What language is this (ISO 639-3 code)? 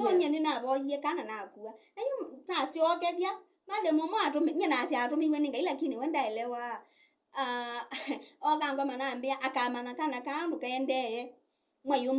kam